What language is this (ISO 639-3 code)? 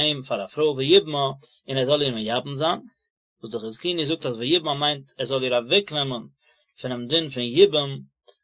yid